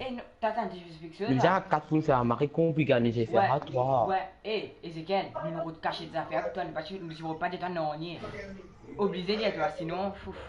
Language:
Morisyen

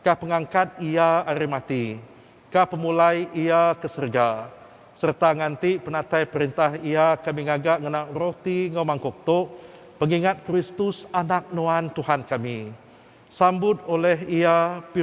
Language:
Iban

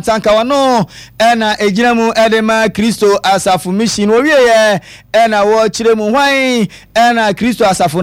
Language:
Akan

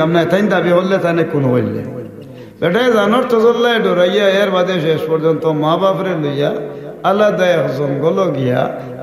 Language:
Sylheti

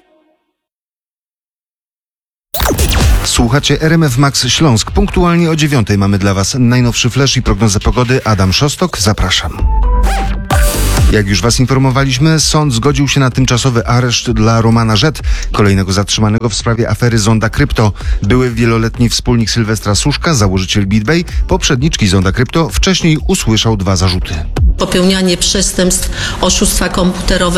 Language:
Polish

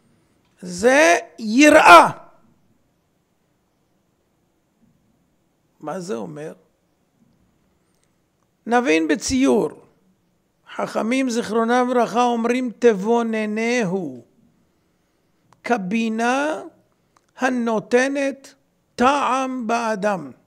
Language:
Hebrew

